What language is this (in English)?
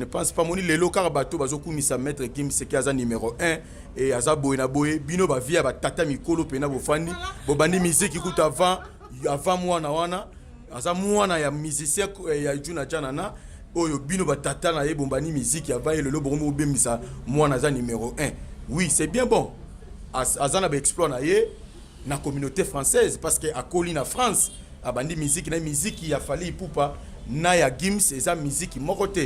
Lingala